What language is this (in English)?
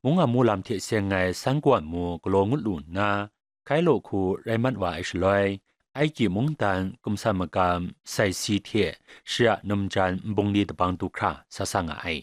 Kachin